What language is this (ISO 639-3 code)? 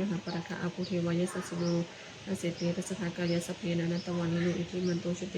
pli